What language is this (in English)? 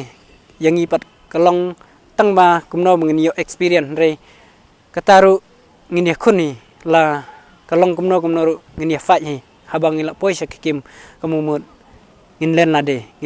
Khasi